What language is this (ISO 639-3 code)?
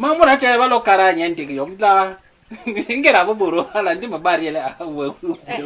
bas